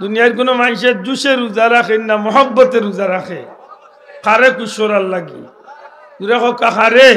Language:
Sylheti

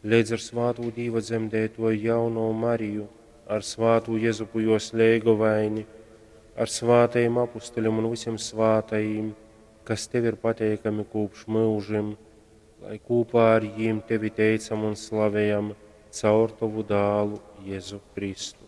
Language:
Latgalian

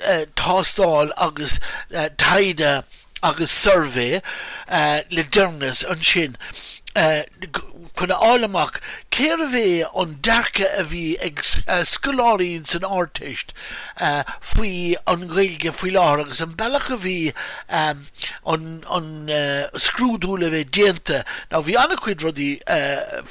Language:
Irish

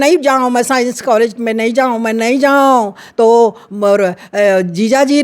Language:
Chhattisgarhi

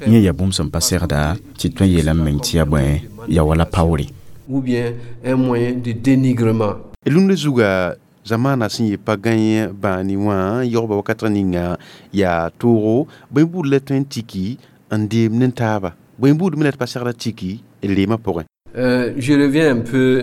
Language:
Mossi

